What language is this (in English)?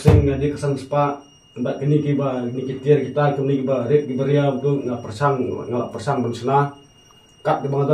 Khasi